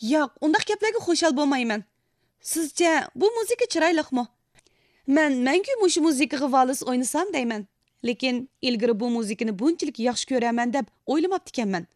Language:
Uyghur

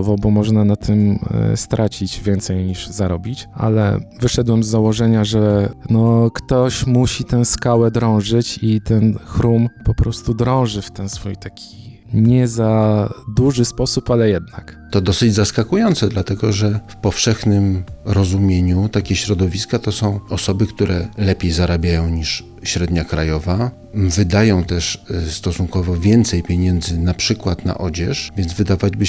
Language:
Polish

